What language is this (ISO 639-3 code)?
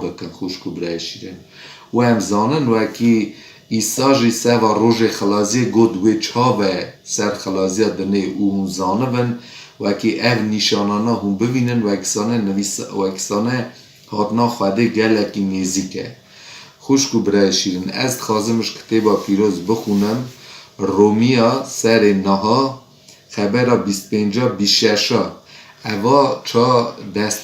kur